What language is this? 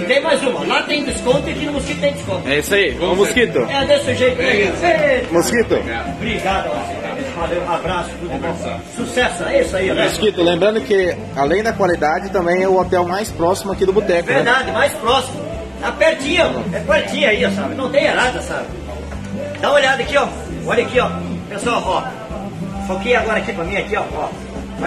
Portuguese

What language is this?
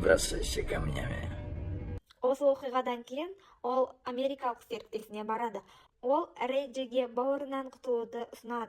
Kazakh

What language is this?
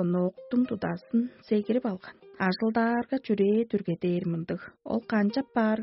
Tuvinian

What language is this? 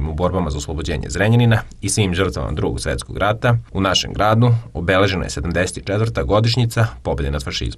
Serbian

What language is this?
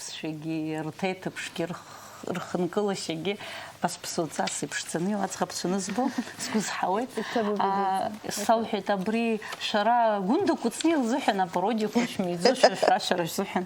Abkhazian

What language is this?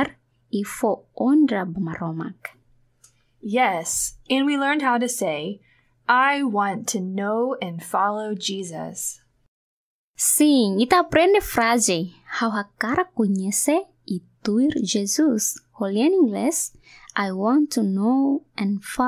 Tetum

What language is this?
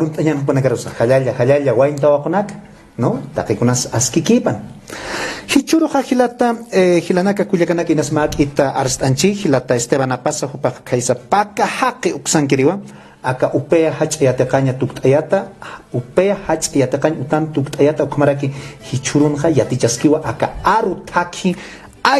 Aymara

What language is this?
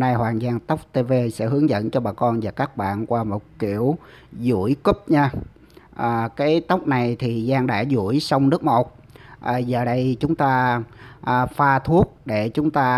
Vietnamese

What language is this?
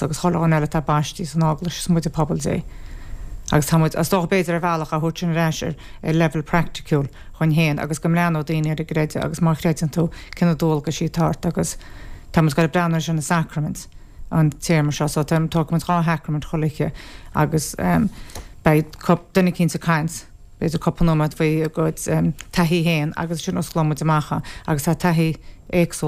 Irish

